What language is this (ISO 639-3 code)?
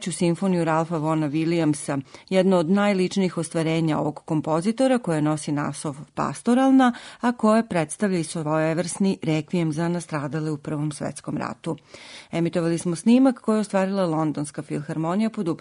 srp